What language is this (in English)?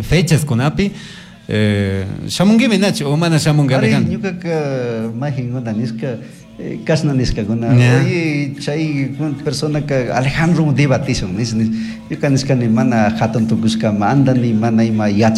Chimborazo Highland Quichua